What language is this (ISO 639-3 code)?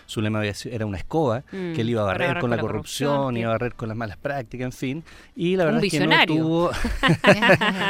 spa